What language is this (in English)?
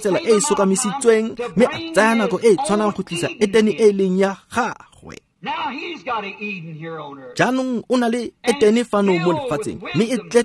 Tswana